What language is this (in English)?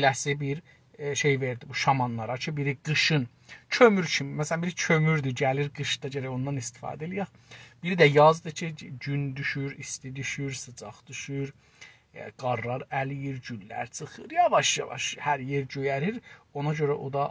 South Azerbaijani